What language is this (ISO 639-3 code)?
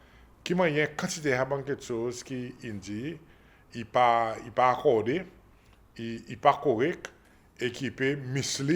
crs